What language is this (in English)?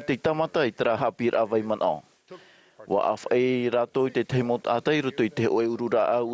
Tahitian